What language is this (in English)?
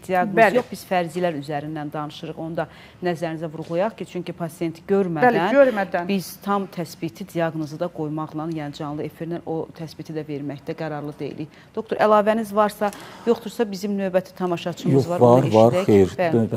Azerbaijani